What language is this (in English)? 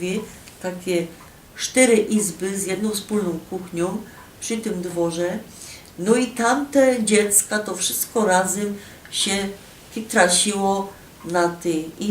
Silesian